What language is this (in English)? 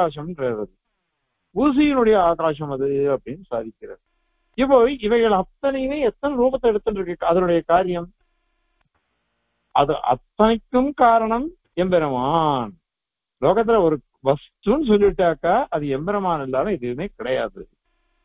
Tamil